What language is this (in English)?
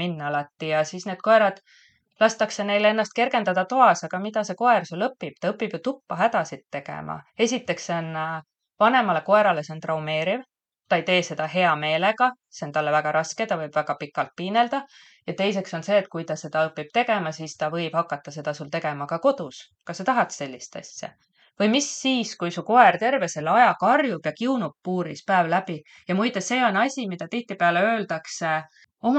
Estonian